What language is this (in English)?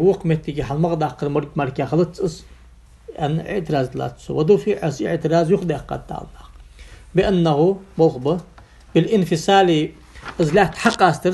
Ingush